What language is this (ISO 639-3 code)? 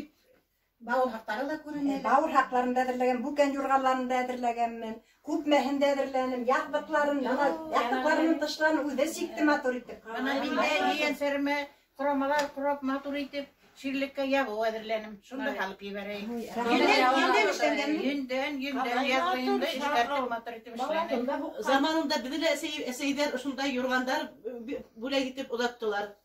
bak